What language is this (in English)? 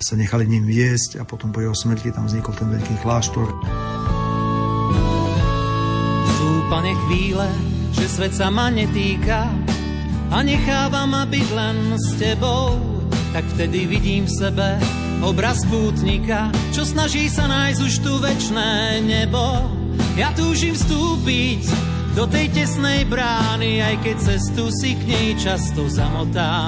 Slovak